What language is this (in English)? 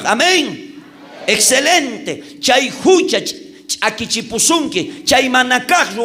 South Bolivian Quechua